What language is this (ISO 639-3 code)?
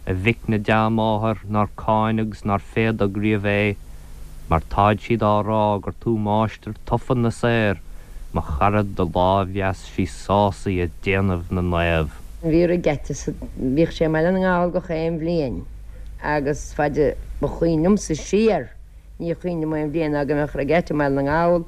gle